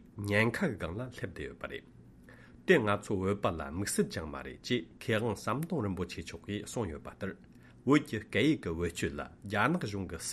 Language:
Tibetan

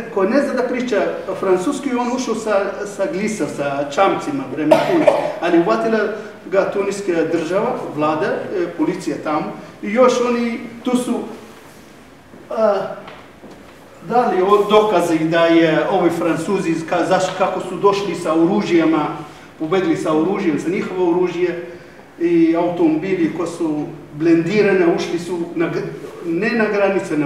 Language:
Serbian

